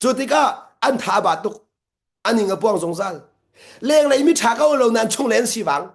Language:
Hakha Chin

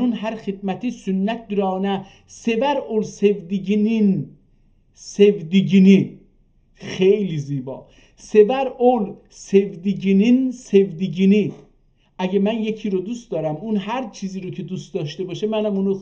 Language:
South Azerbaijani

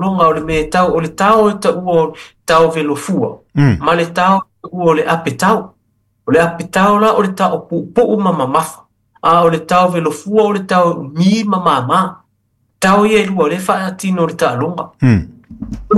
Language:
Samoan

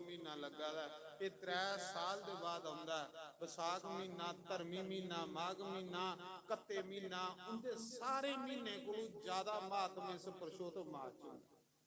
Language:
Dogri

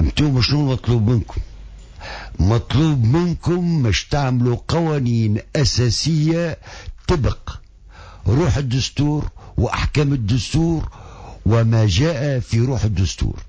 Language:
Tunisian Arabic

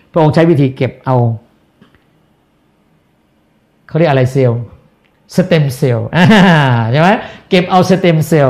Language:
Thai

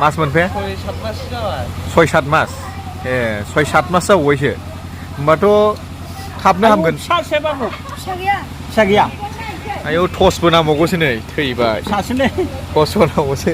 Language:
Bodo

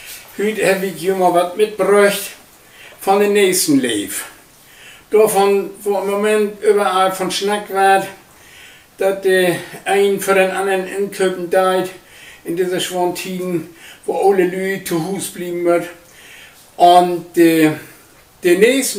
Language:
Low German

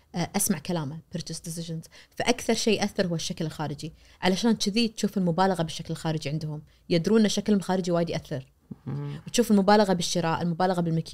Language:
Najdi Arabic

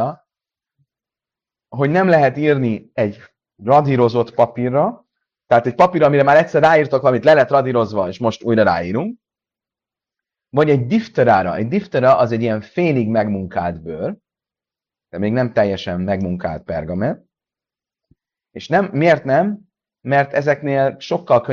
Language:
Hungarian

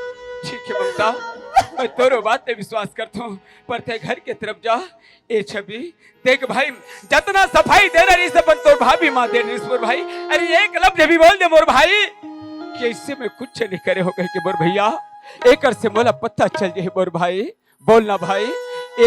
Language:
Chhattisgarhi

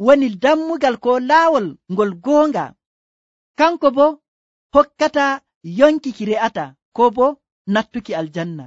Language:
Nigerian Fulfulde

